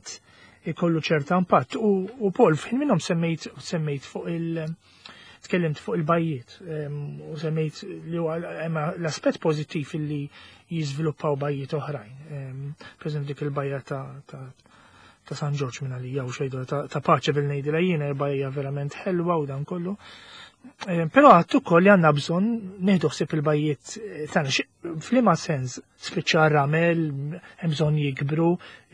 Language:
Maltese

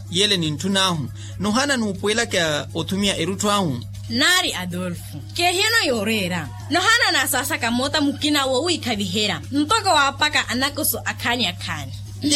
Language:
Makhuwa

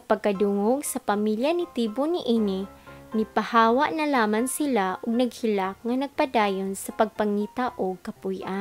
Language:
Cebuano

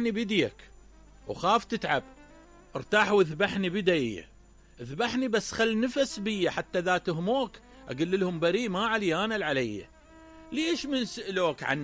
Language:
Mesopotamian Arabic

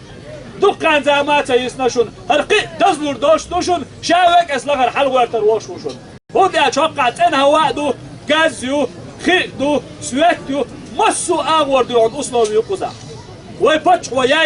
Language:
Chechen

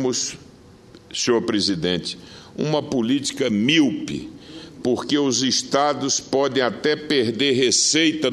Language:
Portuguese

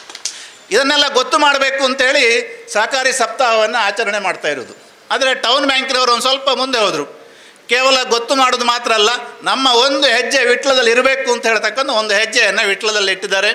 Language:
Kannada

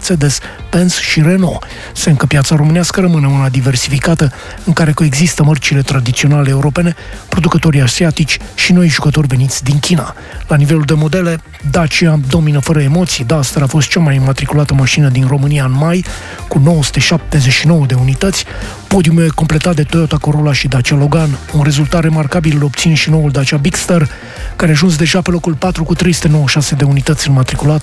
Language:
Romanian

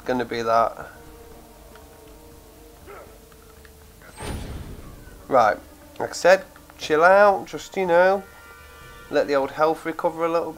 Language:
English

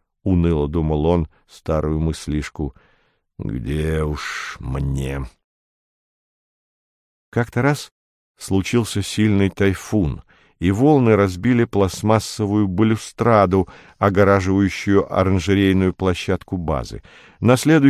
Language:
Russian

